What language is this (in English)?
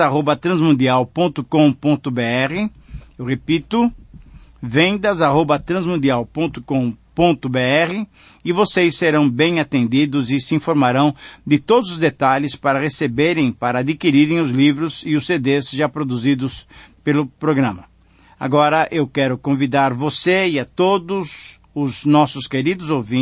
Portuguese